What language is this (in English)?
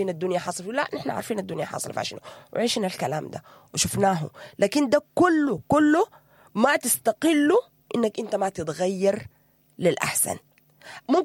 Sudanese Arabic